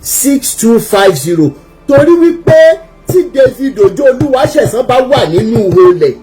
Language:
Yoruba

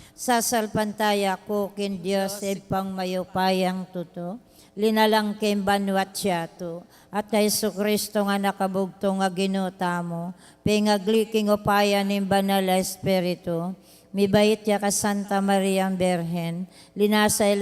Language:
Pampanga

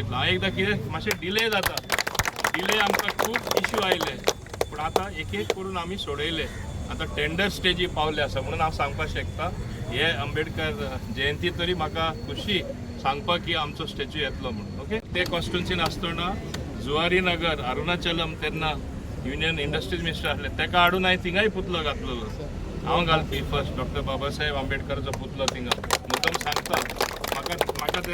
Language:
Konkani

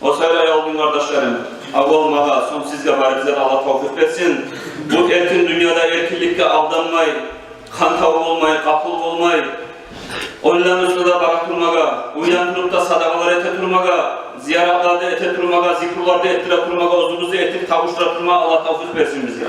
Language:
Kumyk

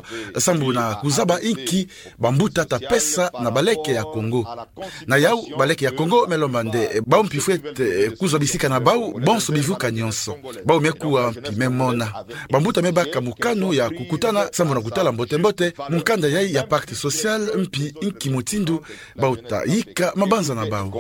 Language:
Kituba (Democratic Republic of Congo)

